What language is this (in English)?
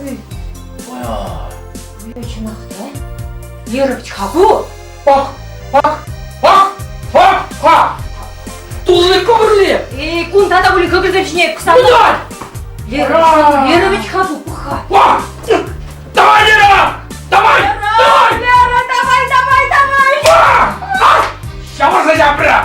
Chuvash